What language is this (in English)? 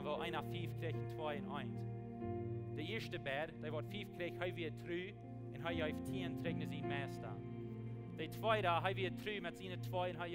Plautdietsch